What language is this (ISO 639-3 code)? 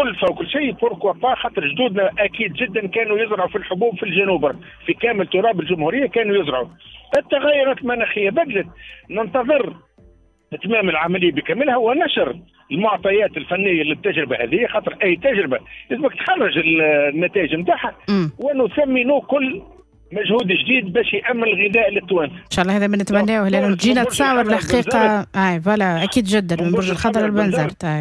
aeb